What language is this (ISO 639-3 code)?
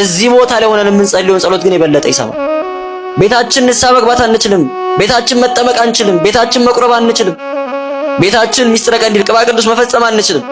amh